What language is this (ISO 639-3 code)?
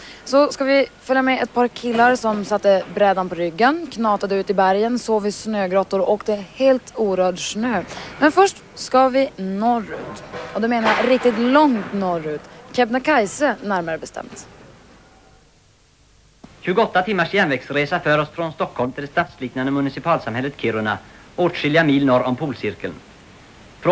swe